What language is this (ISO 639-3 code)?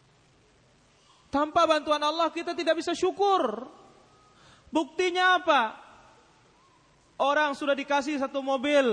ind